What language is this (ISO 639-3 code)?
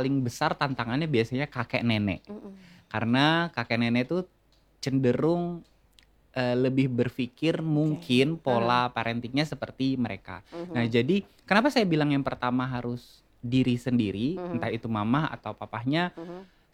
ind